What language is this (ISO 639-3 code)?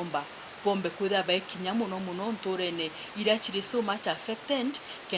mer